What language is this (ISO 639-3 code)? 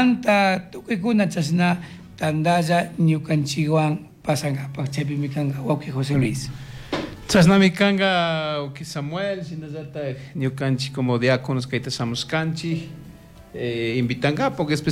qug